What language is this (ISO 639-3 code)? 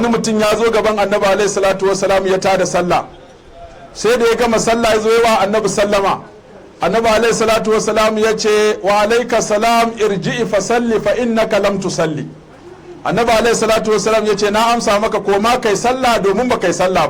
hau